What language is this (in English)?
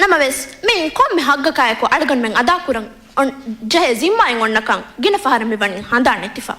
Divehi